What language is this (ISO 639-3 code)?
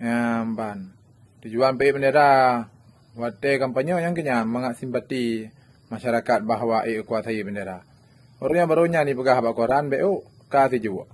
ace